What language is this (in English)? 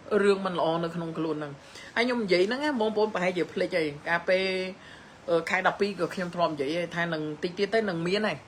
Khmer